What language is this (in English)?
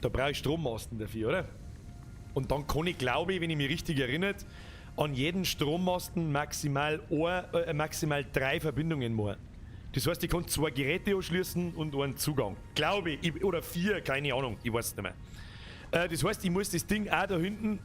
Bavarian